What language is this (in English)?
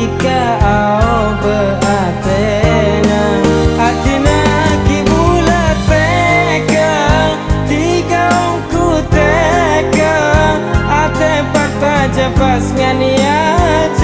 Madurese